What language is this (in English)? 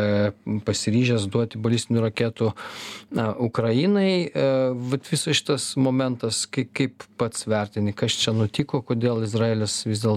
Lithuanian